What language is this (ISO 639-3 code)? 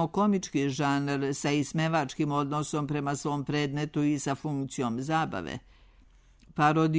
srp